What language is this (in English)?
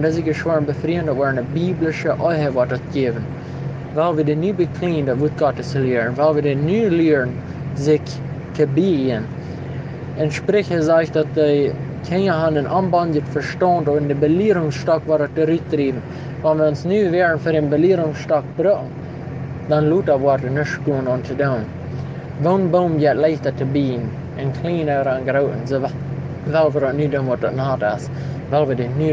Plautdietsch